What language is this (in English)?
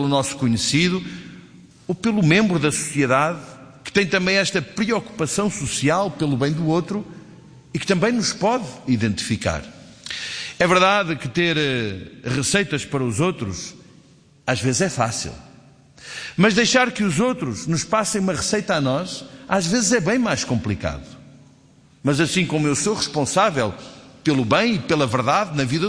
Portuguese